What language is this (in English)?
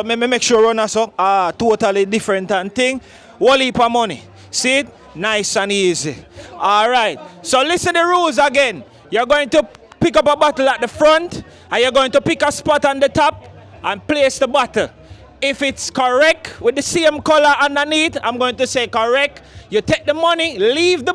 Jamaican Creole English